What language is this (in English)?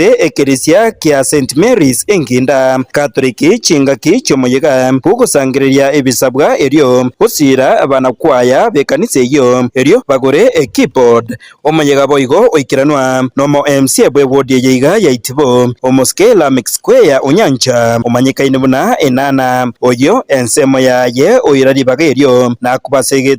Gusii